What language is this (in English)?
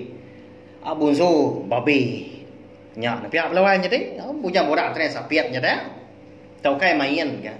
Iban